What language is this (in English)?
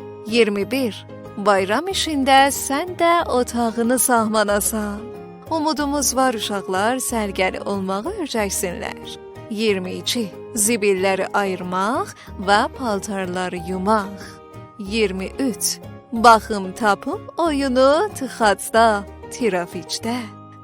South Azerbaijani